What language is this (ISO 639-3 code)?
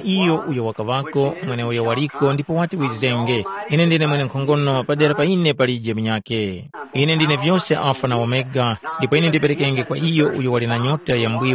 tum